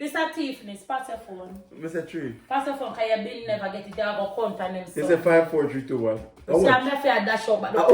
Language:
Jamaican Creole English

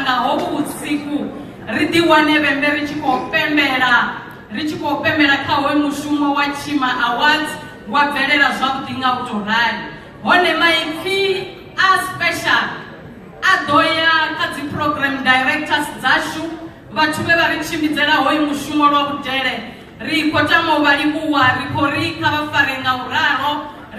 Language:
Venda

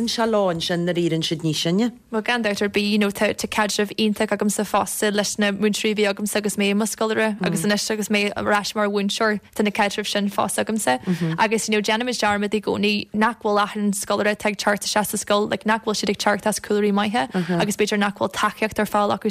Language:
Irish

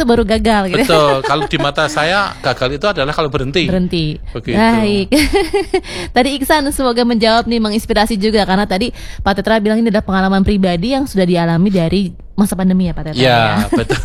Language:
Indonesian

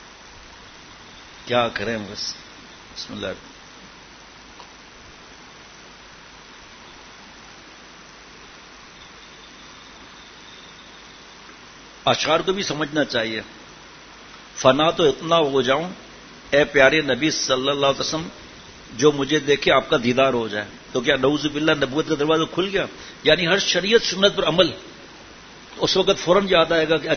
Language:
Urdu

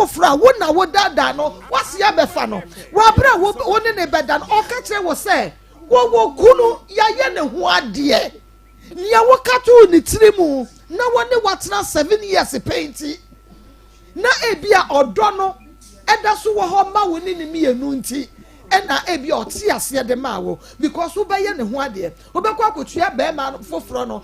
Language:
Akan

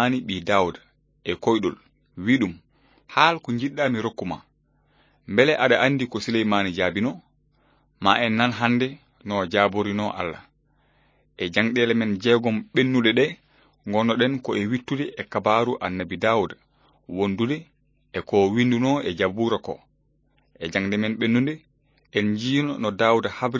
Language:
Fula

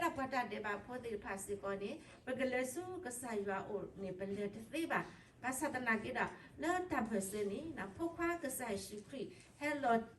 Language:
S'gaw Karen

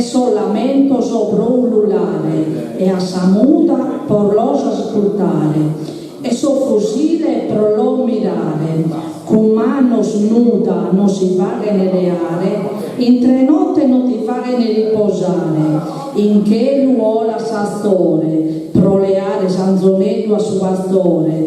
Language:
Sardinian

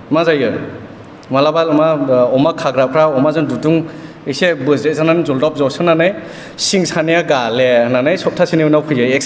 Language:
Bodo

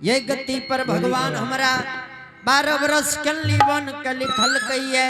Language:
Angika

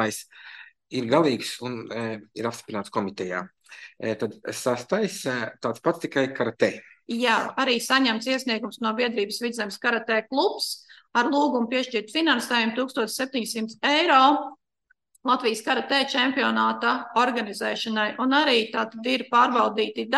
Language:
Latvian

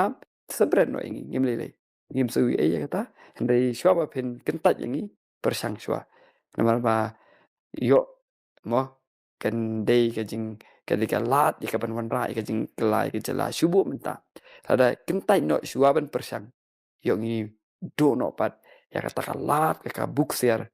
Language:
Khasi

